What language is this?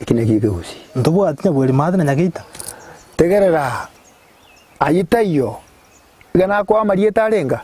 Gusii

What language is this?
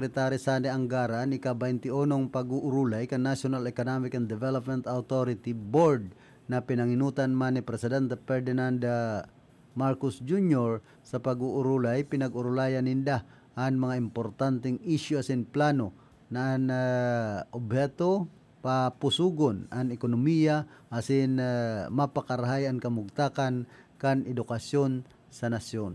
Bikol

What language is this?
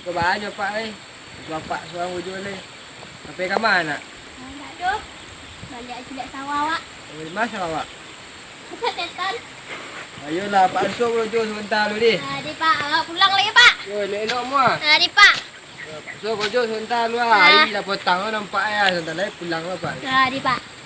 Minangkabau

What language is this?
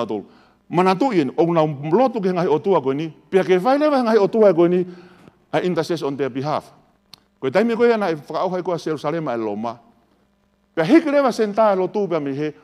Tongan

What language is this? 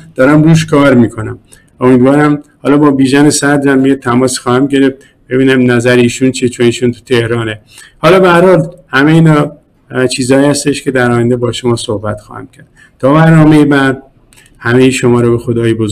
Persian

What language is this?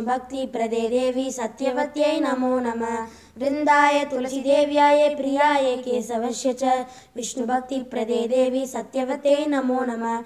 Sanskrit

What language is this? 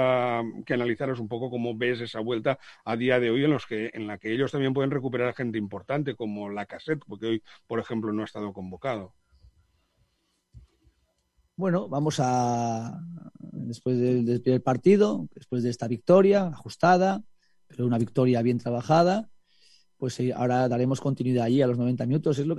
Spanish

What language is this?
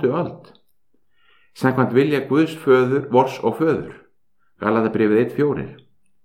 Icelandic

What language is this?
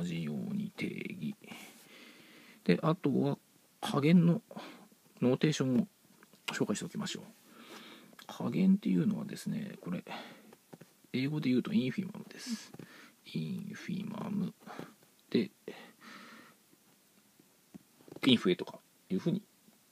Japanese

